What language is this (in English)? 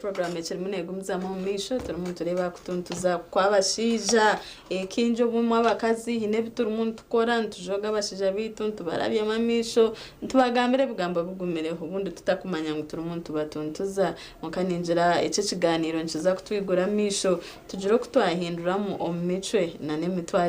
Nyankole